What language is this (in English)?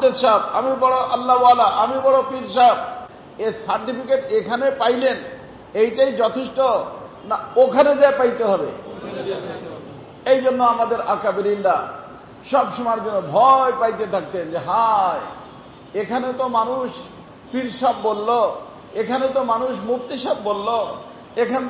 Bangla